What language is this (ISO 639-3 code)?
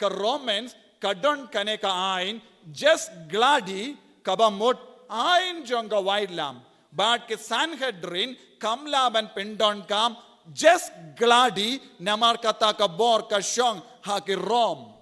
kha